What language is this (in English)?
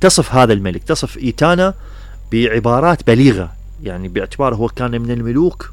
Mesopotamian Arabic